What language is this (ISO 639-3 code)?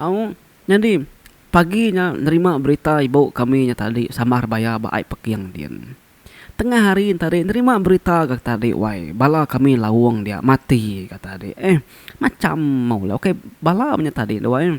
iba